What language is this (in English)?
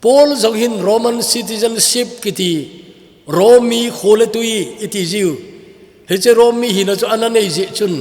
Thado Chin